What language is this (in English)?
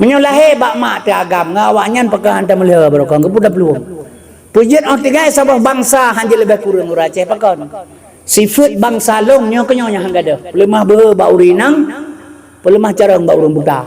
Achinese